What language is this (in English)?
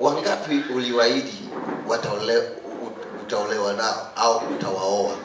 Swahili